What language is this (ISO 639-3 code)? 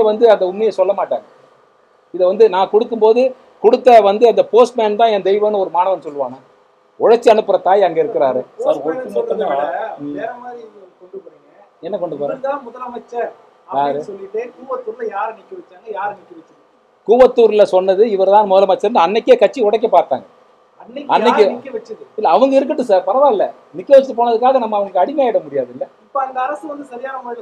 tam